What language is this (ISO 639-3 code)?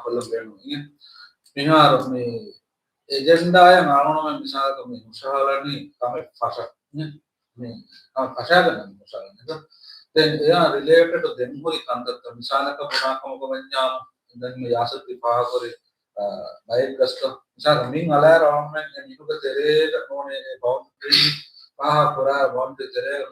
div